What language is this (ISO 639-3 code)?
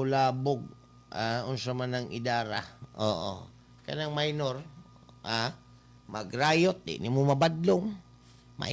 ceb